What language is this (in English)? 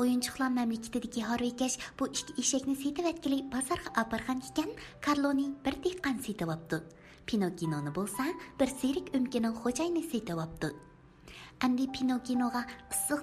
Uyghur